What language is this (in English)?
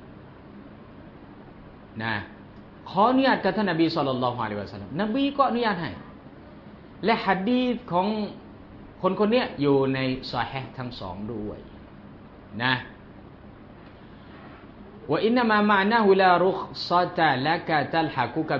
Thai